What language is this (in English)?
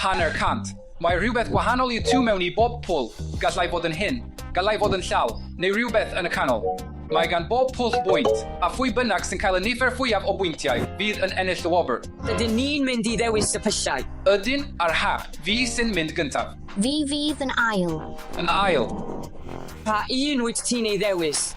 Welsh